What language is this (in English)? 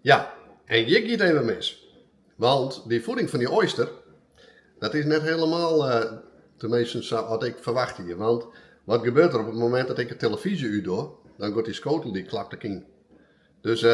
Western Frisian